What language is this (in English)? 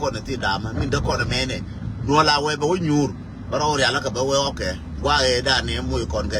Nuer